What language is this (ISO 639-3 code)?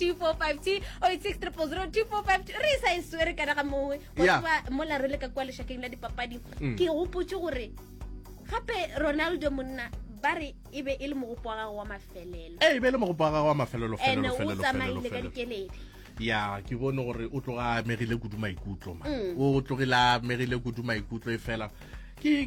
nso